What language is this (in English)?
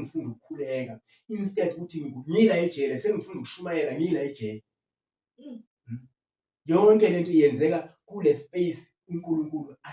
Zulu